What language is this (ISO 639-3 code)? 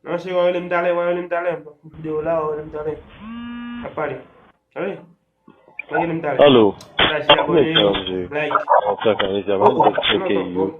hat